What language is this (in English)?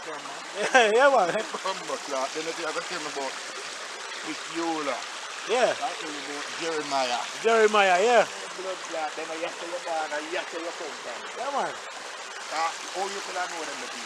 Jamaican Creole English